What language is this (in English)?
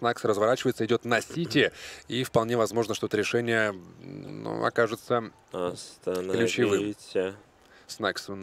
Russian